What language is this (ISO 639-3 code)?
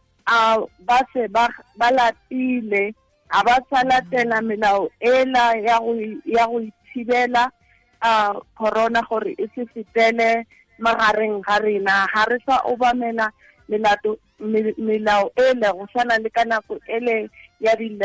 tsn